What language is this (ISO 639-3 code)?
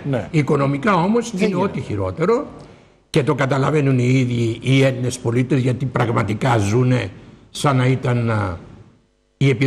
ell